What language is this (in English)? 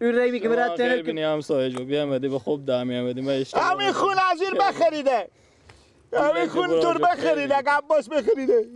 Persian